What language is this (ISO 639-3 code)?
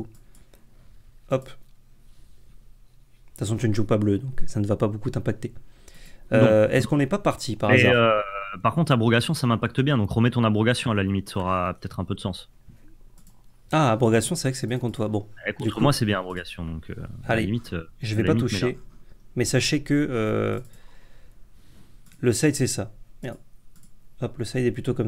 fra